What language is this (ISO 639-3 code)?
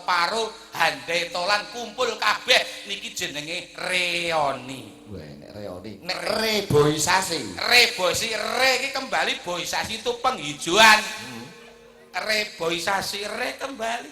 jav